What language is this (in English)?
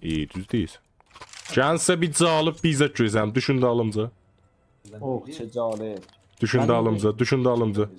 South Azerbaijani